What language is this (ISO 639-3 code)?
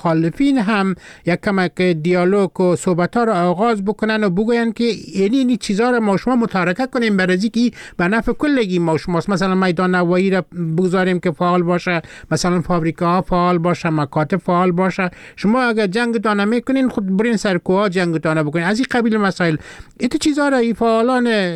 fas